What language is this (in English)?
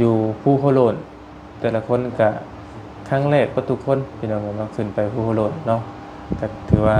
Lao